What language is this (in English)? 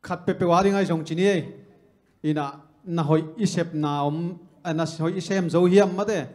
Tedim Chin